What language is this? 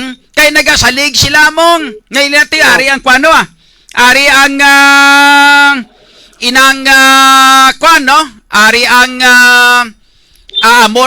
Hiligaynon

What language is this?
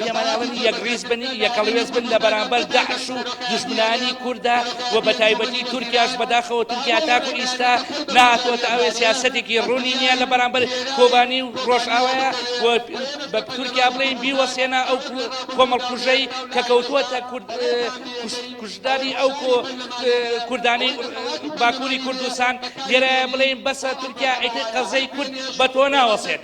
Central Kurdish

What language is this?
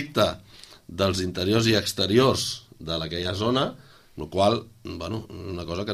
Catalan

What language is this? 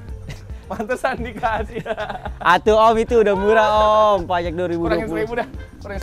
Indonesian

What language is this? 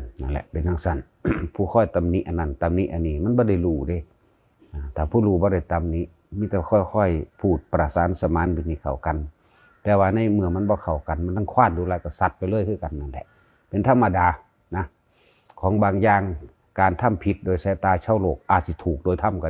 Lao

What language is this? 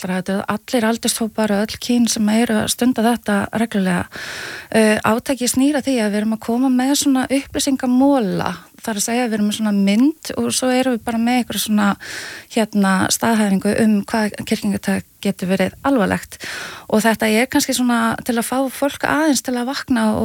Icelandic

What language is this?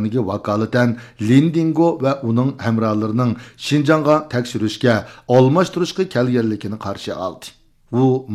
Uyghur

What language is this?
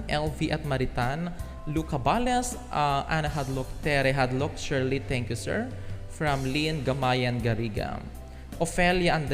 Iloko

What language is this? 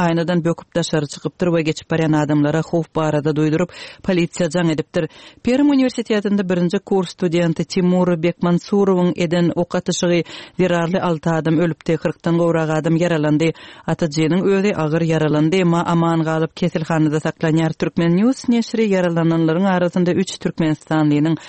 Kyrgyz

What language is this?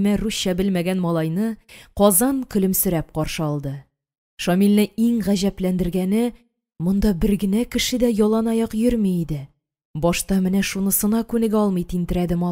Tatar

